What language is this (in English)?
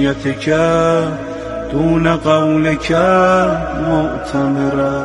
Persian